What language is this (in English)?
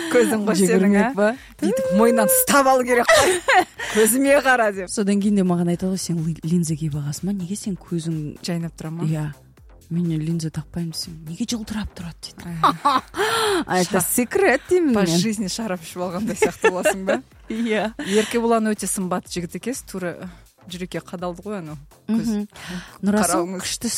Kazakh